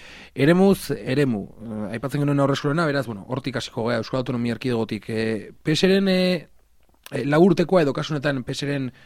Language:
Basque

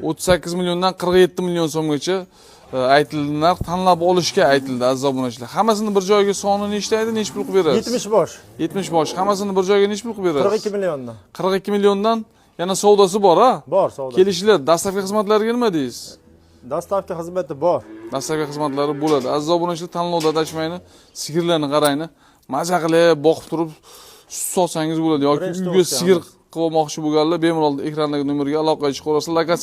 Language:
Uzbek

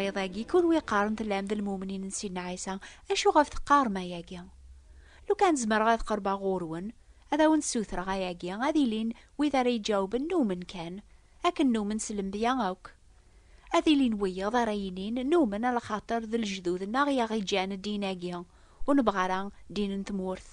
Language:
Kabyle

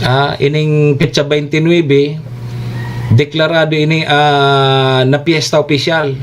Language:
Bikol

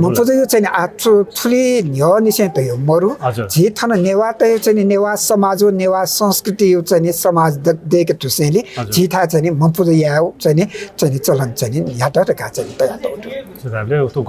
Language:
Newari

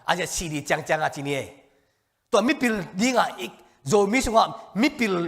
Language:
Tedim Chin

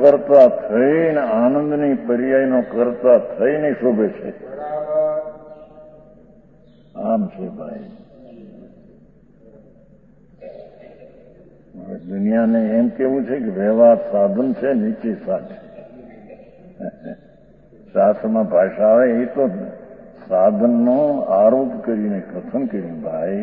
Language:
Gujarati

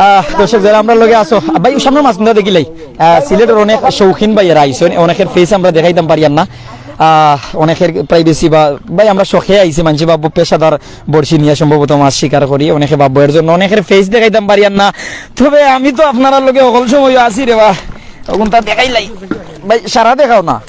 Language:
Sylheti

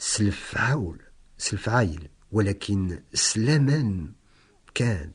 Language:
Kabyle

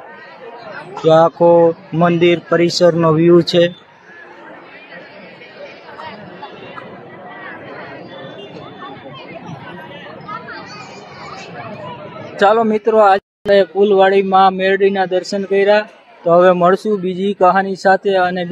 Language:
Gujarati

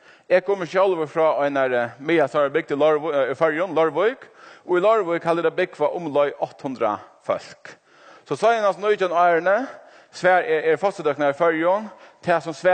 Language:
Faroese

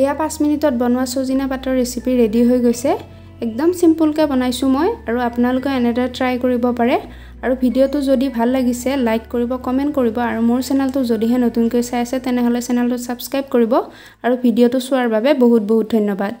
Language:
Assamese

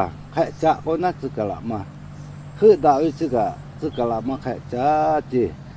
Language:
Lahu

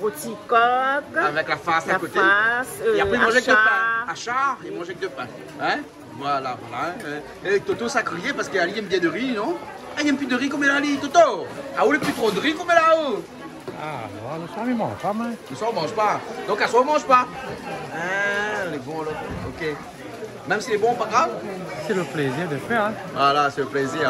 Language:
Réunion Creole French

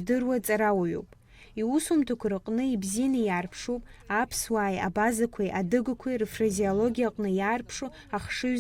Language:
Abkhazian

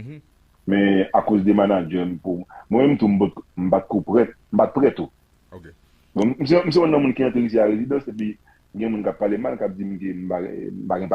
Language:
Haitian Creole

